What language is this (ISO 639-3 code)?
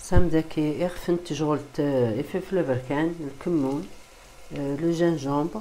kab